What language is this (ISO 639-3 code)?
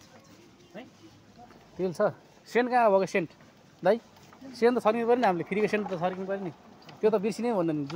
nep